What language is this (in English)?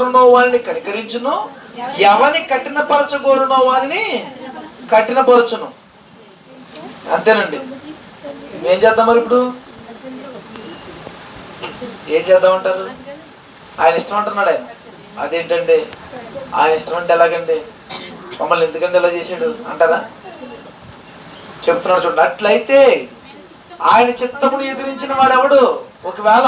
Telugu